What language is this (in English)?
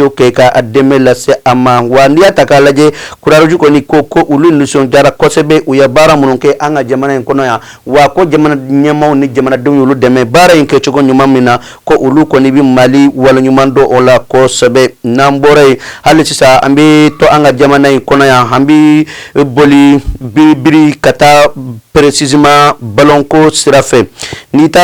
Bambara